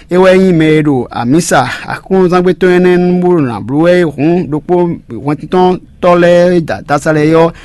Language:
Fon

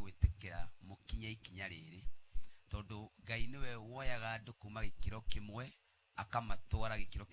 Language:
Kikuyu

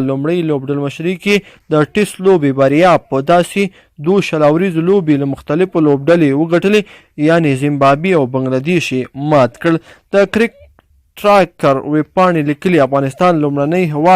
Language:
Pashto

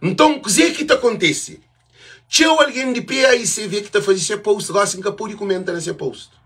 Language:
Kabuverdianu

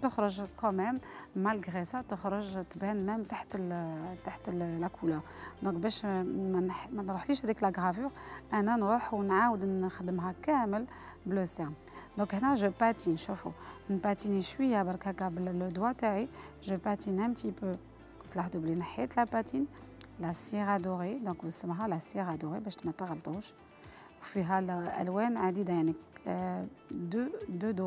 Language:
Algerian Arabic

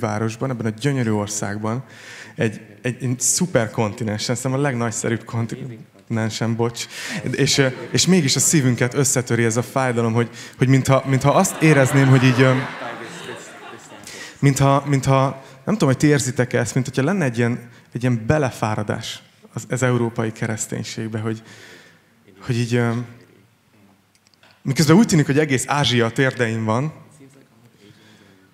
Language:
Hungarian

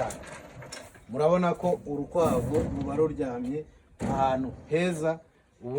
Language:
Kinyarwanda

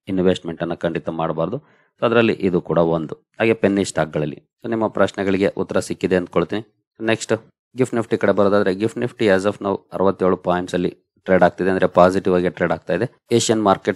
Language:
Kannada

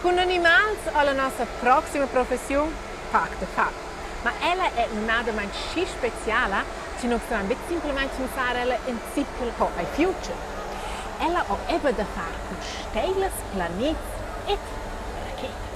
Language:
Romansh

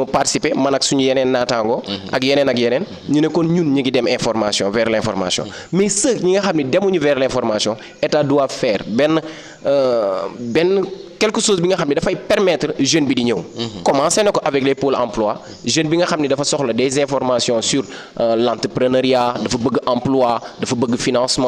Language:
Wolof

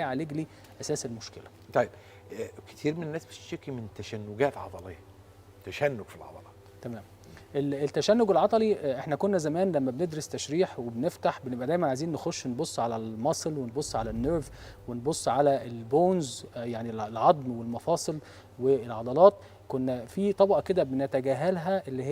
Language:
Egyptian Arabic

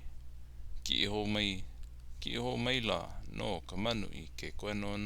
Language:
Hawaiian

